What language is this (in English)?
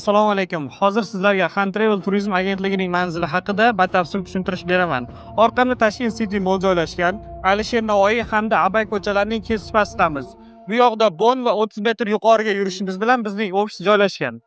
Uzbek